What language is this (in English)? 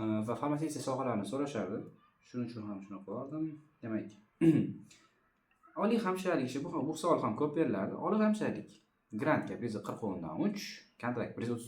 Uzbek